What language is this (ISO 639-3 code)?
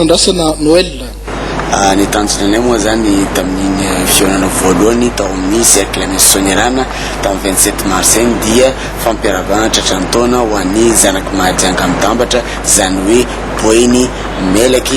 mlg